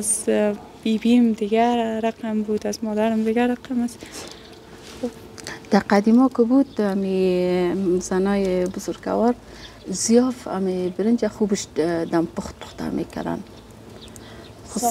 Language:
Persian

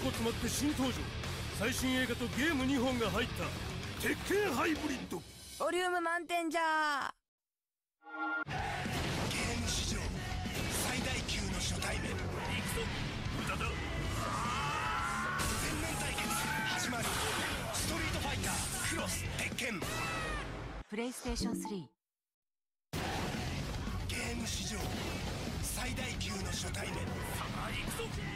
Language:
Japanese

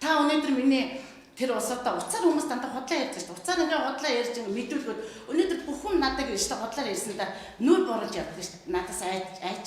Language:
Mongolian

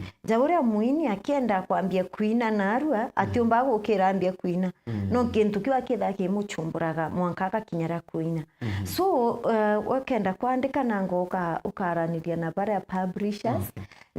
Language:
Meru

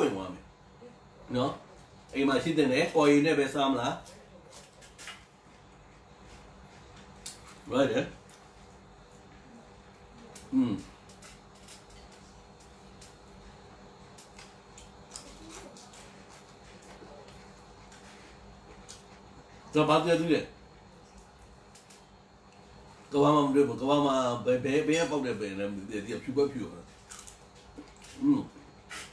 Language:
Burmese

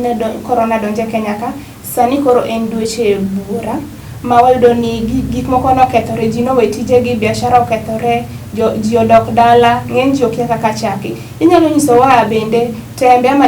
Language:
Luo (Kenya and Tanzania)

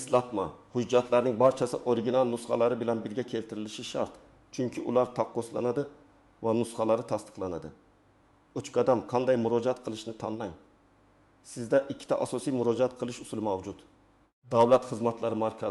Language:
Uzbek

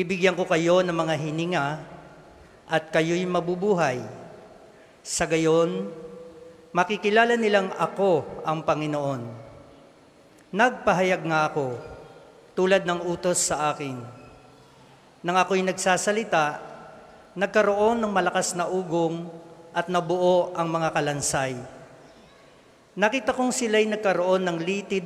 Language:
Filipino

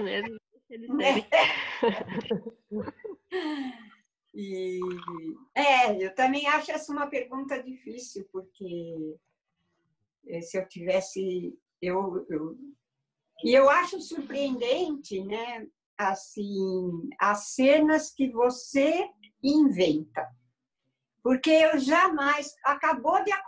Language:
Portuguese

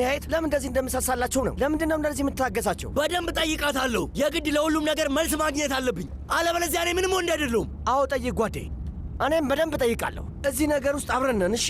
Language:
Amharic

